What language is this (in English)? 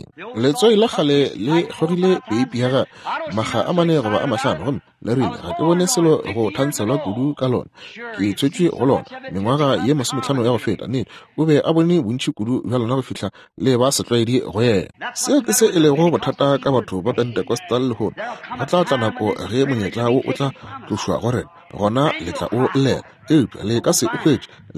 Northern Sotho